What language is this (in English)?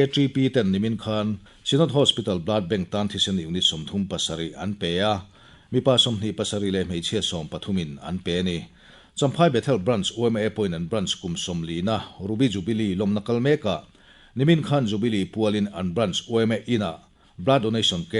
Mizo